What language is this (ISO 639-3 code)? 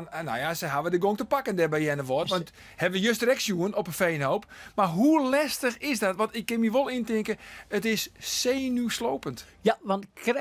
fry